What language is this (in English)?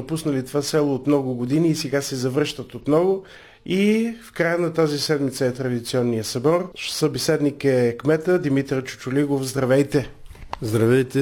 Bulgarian